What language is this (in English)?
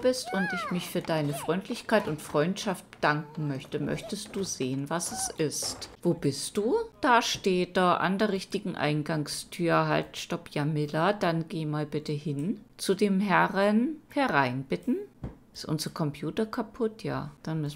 German